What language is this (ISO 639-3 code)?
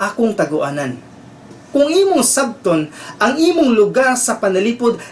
ceb